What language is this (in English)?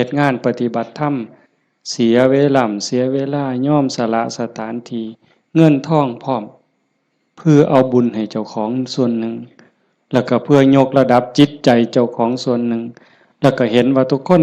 Northeastern Thai